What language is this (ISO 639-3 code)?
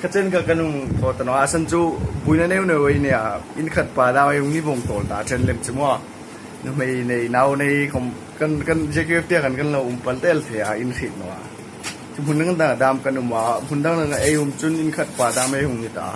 hmr